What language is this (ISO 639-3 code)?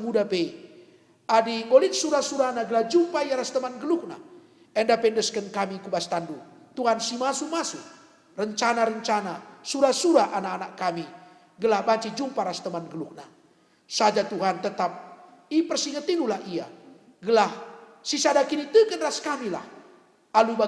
btx